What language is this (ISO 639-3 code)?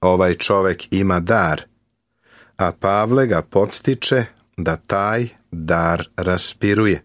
srp